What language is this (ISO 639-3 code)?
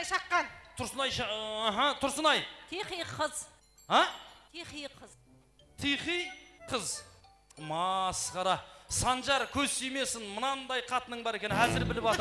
kaa